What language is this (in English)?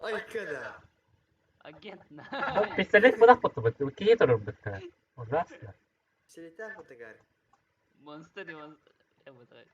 Yakut